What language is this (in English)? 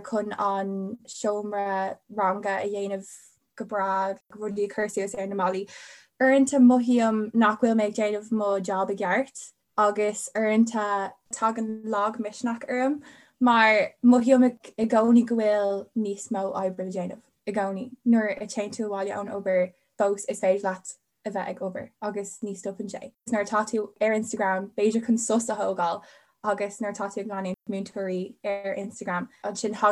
Irish